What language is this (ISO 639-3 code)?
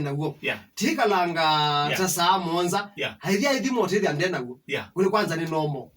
kam